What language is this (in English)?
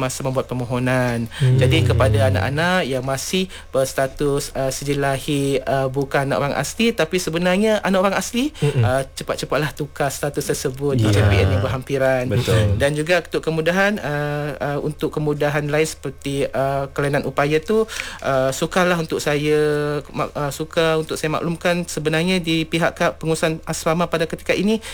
Malay